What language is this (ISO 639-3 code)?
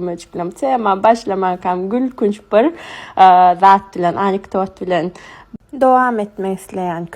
tuk